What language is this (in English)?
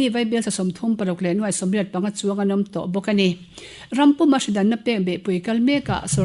Mizo